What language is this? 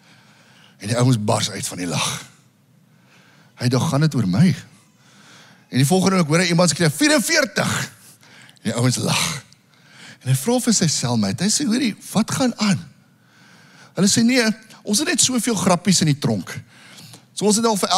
Afrikaans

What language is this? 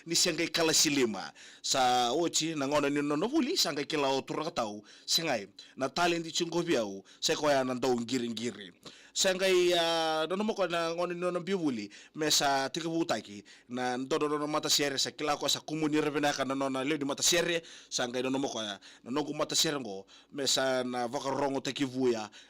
Fijian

